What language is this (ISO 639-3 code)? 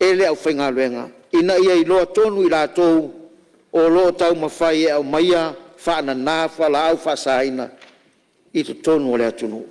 smo